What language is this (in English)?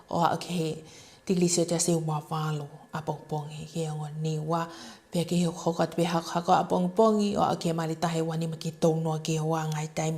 Tongan